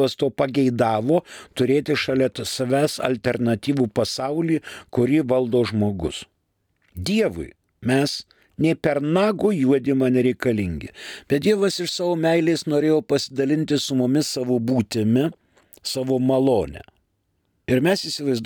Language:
Lithuanian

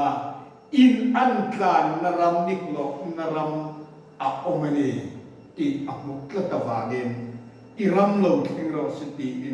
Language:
Mizo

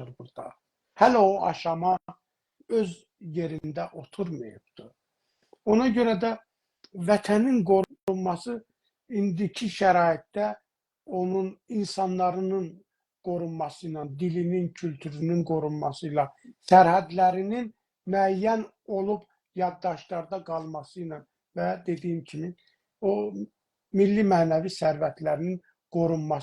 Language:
South Azerbaijani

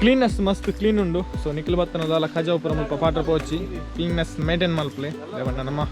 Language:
Tulu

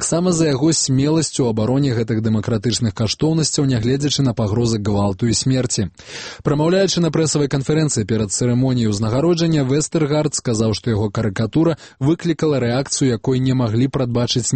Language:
Belarusian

